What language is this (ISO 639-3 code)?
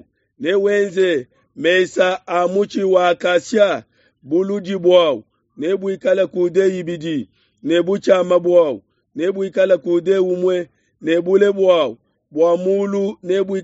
lua